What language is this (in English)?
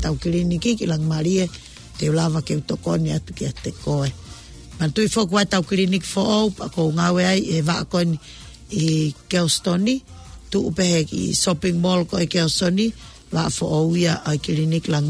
Tongan